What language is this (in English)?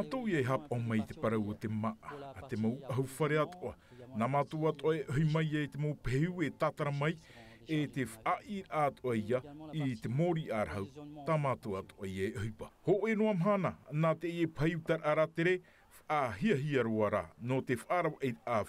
Tahitian